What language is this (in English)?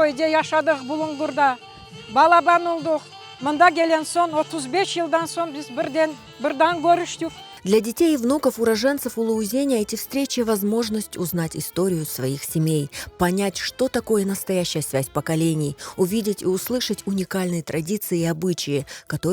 Crimean Tatar